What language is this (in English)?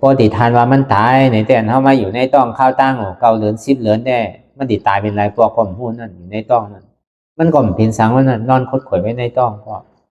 Shan